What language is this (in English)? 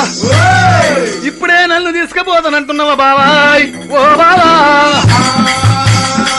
Telugu